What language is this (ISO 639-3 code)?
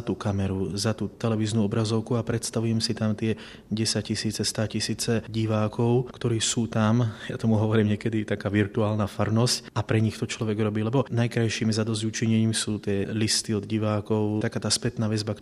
slk